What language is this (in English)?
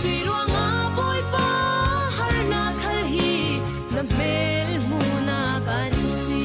Falam Chin